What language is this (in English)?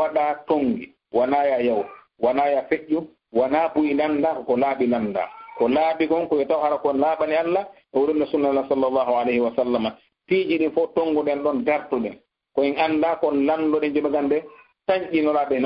Fula